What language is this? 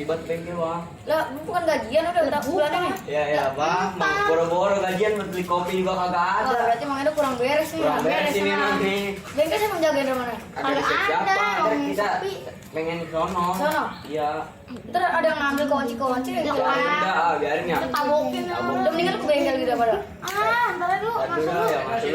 Betawi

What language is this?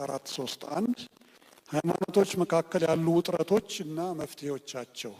Amharic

